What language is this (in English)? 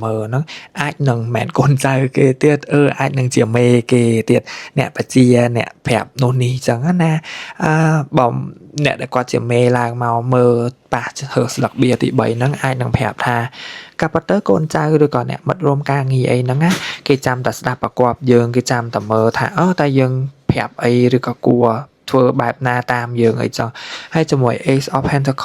Khmer